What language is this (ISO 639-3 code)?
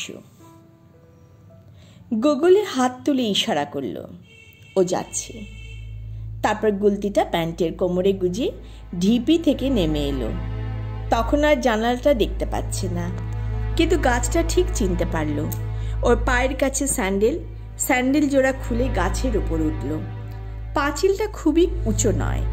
ben